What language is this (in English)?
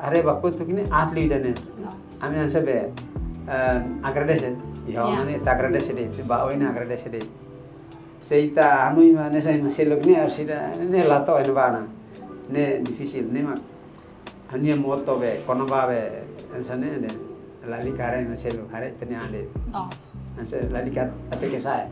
Tetum